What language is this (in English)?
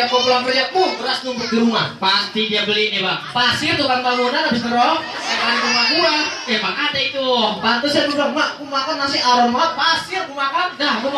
Betawi